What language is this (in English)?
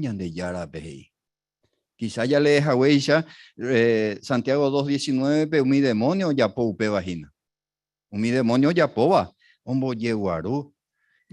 Guarani